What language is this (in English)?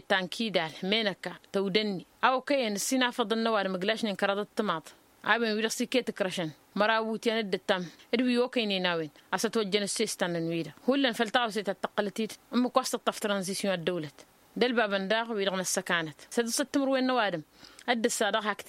Tamasheq